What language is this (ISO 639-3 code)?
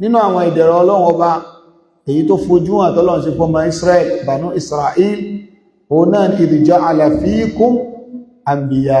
yor